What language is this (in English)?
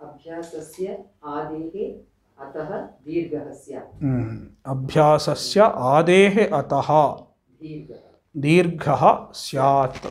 Sanskrit